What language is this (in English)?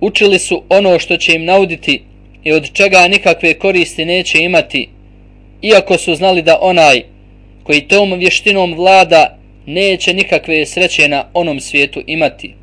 Bosnian